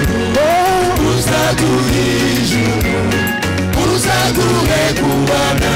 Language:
Kinyarwanda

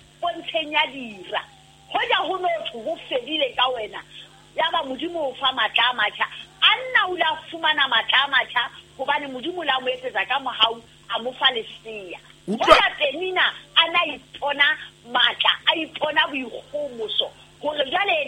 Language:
Southern Sotho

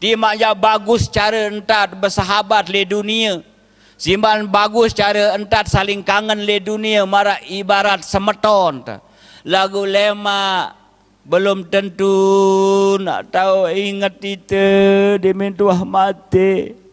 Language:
Sasak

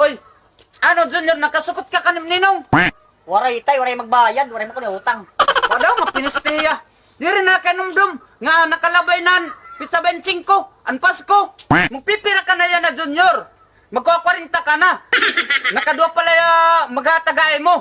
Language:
Waray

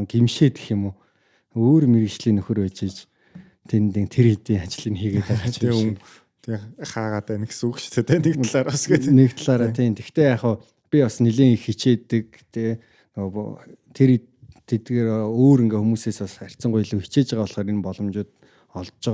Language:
Mongolian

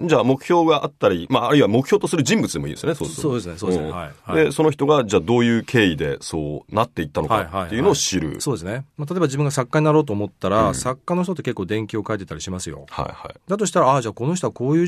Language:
Japanese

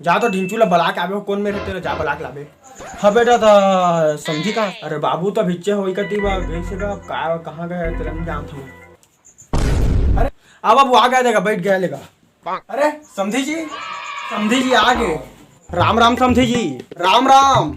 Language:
Chhattisgarhi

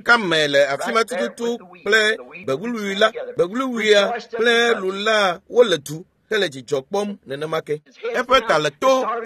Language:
Ewe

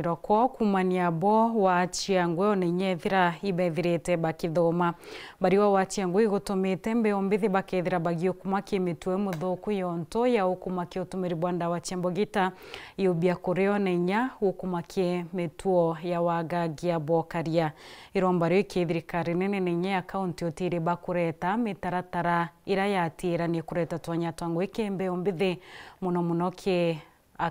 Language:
Meru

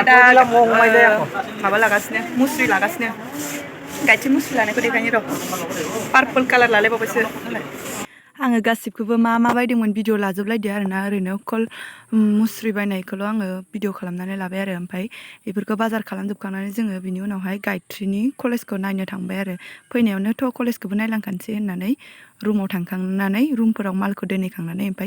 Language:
Bodo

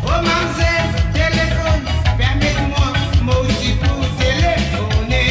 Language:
Morisyen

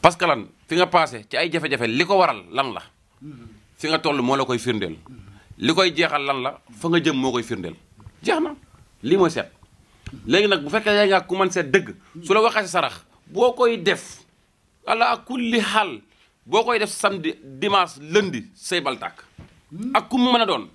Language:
Wolof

